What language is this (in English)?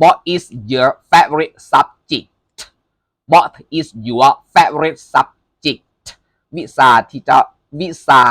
Lao